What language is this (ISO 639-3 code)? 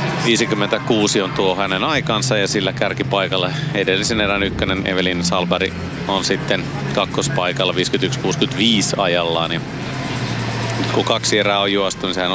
fin